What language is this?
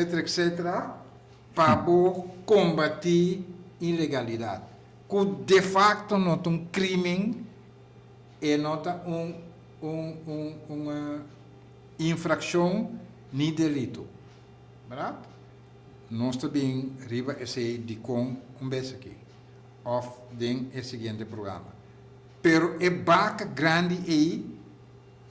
Papiamento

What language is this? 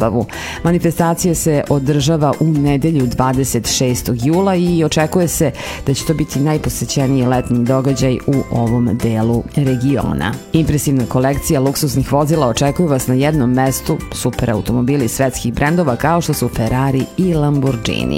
Serbian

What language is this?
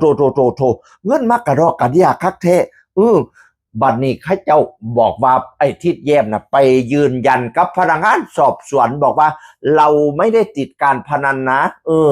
Northeastern Thai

